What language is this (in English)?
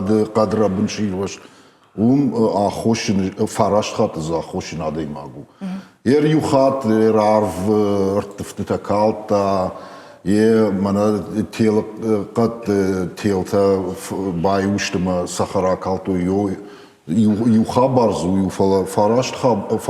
Ossetic